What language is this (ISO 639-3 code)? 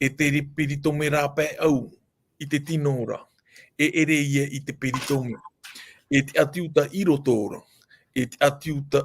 tah